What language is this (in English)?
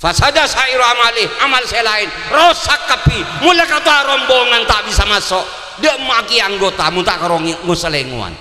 Madurese